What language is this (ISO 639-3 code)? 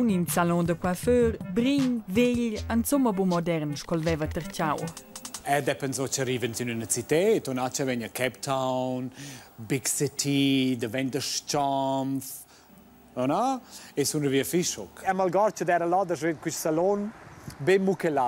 roh